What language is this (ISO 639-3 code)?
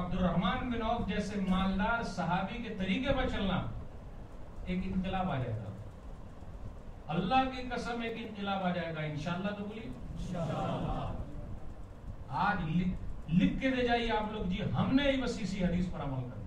urd